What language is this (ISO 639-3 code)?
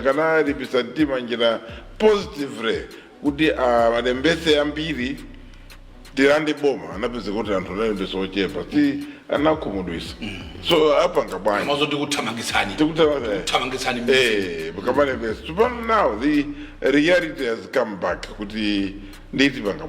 nya